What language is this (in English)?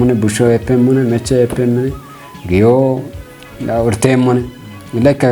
Kafa